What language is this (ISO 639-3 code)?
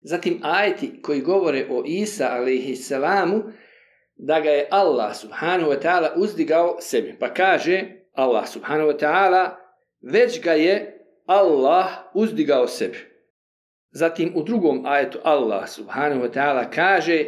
bos